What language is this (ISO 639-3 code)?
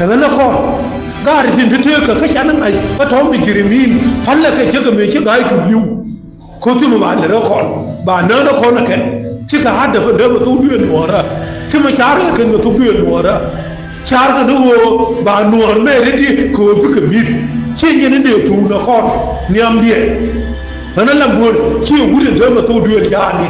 nus